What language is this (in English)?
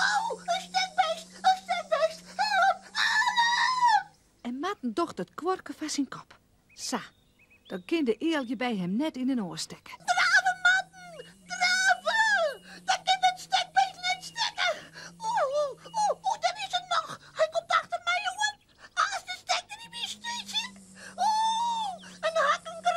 Western Frisian